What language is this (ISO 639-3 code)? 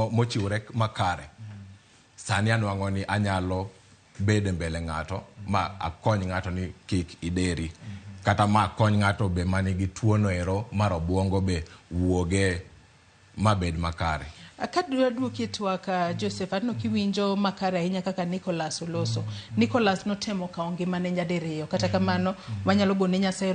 luo